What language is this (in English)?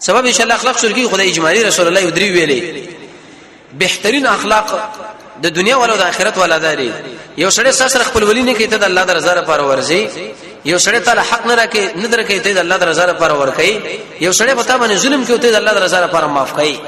Pashto